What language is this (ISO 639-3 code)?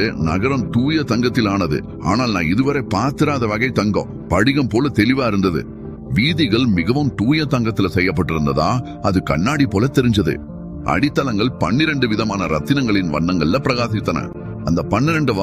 tam